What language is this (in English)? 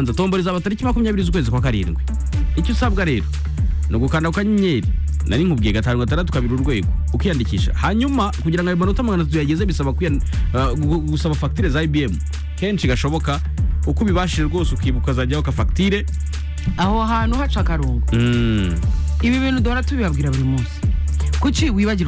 Kinyarwanda